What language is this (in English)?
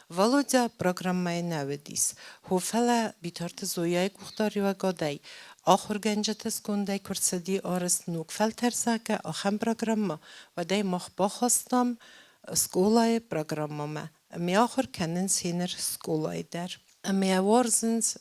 Ossetic